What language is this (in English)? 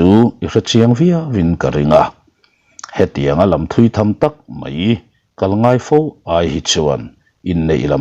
Mizo